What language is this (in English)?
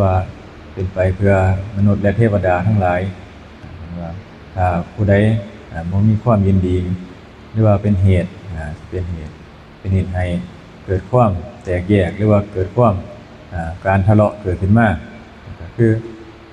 Northeastern Thai